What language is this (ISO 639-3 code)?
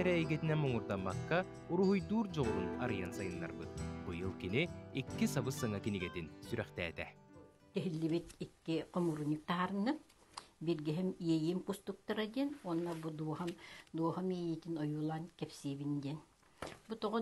sah